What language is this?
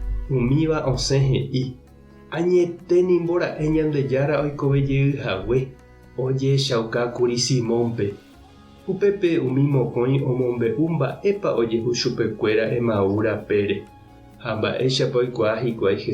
Guarani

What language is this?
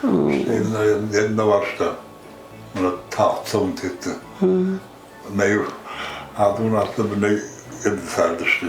Ossetic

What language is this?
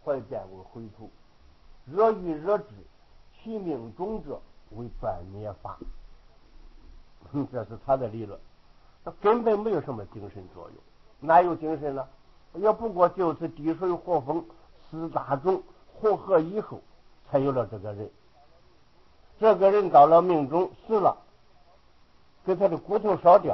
Chinese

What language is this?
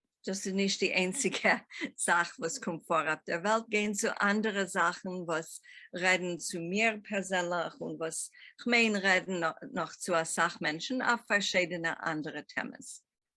Yiddish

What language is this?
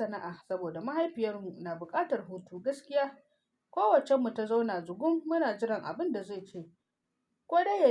Hausa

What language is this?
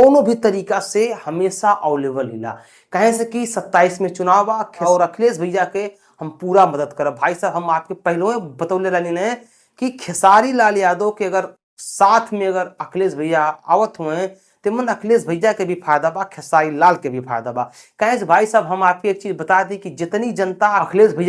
Bhojpuri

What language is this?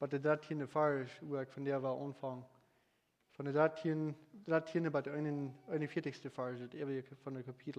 Plautdietsch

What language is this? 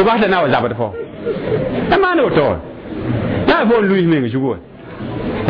Mossi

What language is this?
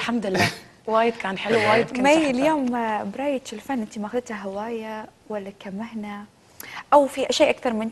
Gulf Arabic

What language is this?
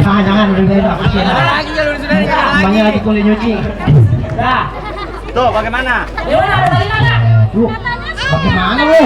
Betawi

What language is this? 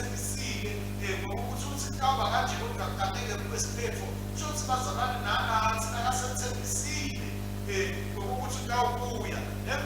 Swati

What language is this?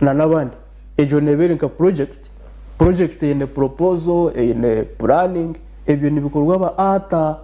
Nyankole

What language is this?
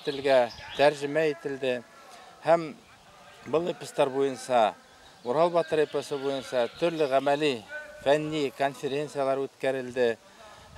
Bashkir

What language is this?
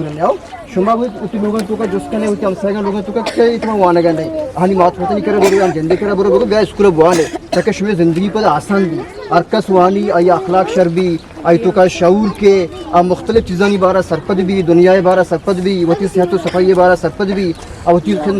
Eastern Balochi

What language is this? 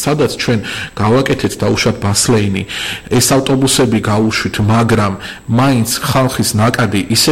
Georgian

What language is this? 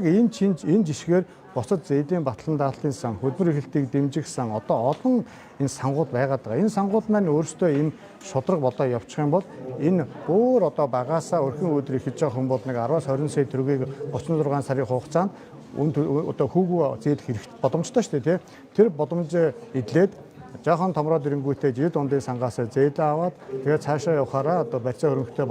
Mongolian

